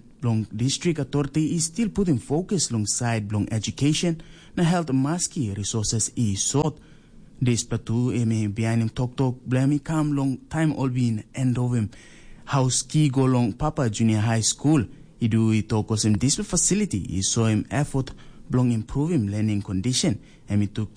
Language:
Tok Pisin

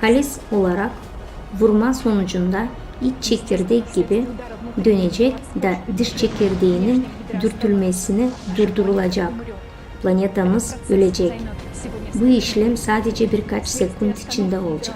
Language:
Gagauz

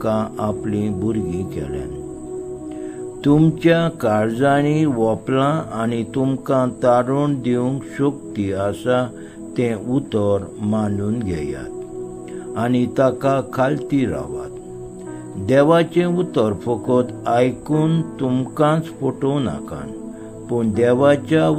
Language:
Konkani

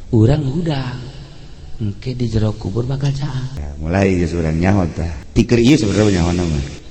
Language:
Sundanese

